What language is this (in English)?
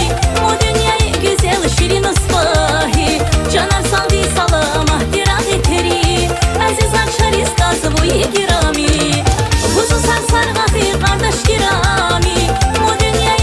Tabassaran